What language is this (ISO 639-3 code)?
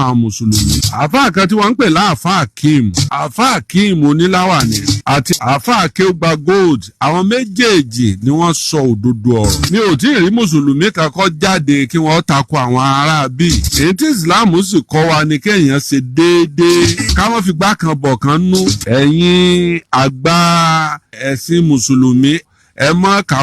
yor